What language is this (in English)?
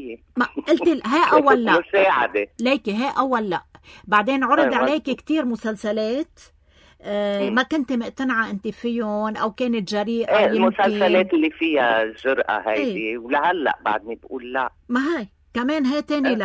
North Levantine Arabic